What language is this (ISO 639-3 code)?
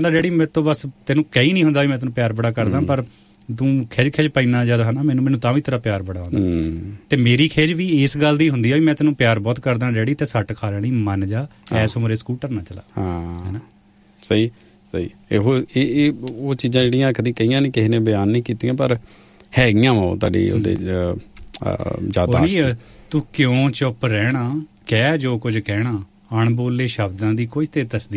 pan